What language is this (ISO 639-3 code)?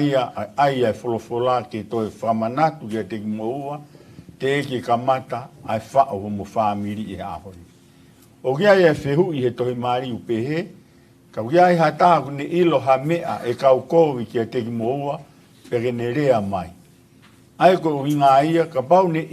ton